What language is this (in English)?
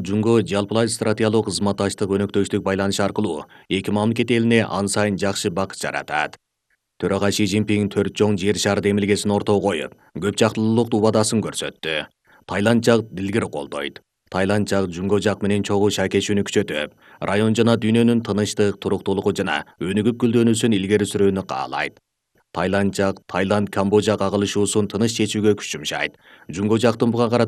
Kyrgyz